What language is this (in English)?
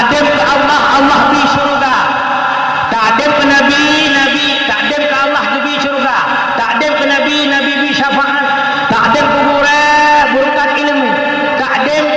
Achinese